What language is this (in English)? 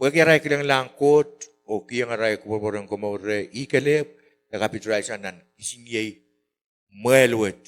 Pohnpeian